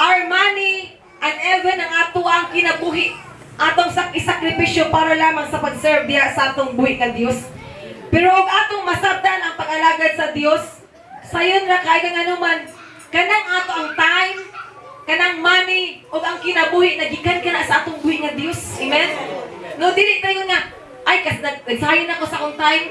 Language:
Cebuano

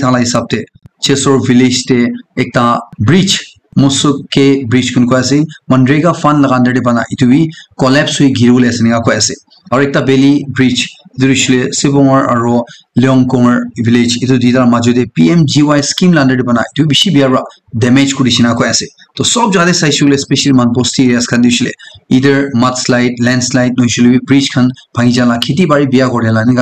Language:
Naga Pidgin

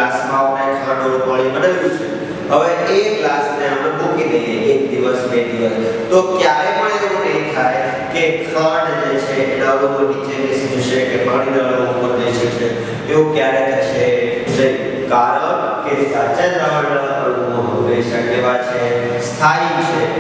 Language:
Gujarati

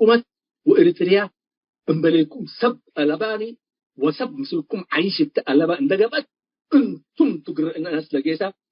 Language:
Tigre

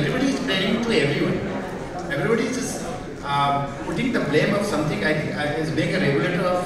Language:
English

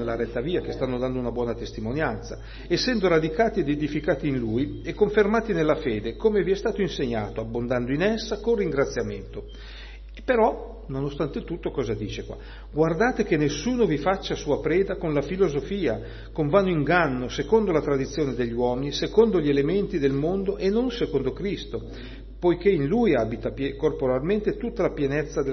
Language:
Italian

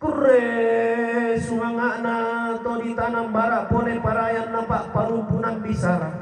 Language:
Toraja-Sa'dan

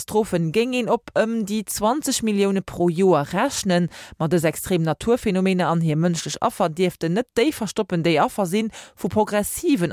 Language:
Luxembourgish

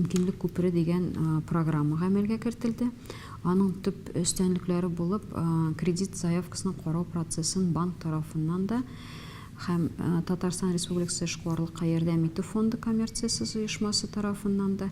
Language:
Tatar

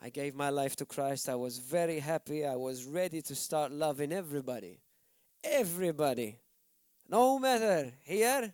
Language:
English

